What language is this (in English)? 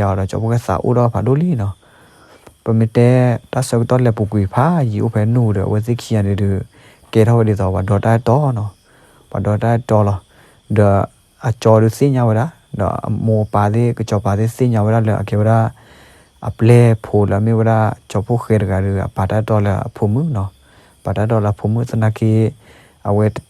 S'gaw Karen